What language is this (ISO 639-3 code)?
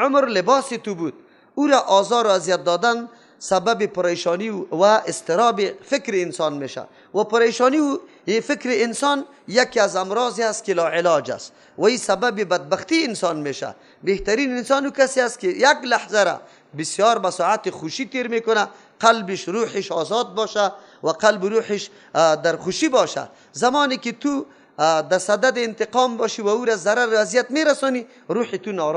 fas